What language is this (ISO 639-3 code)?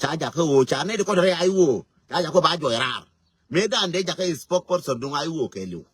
nus